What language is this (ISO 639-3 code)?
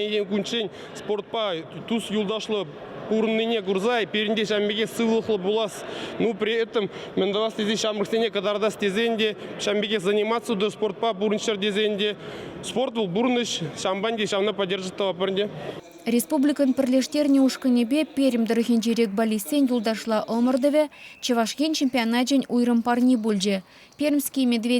chv